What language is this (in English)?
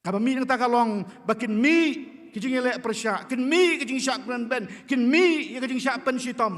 Khasi